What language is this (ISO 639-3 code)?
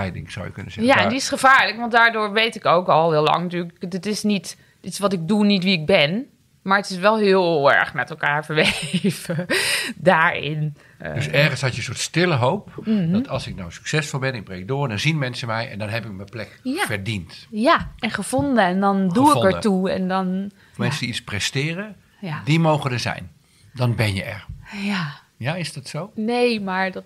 nld